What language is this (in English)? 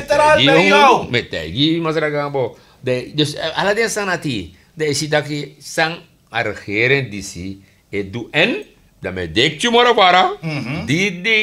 Sranan Tongo